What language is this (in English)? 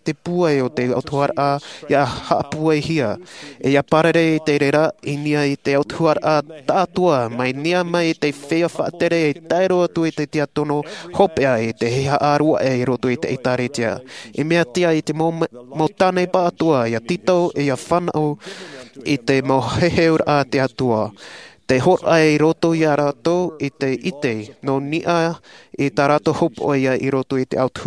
Tahitian